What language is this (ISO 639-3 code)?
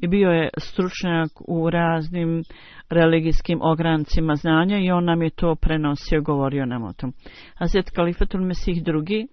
bos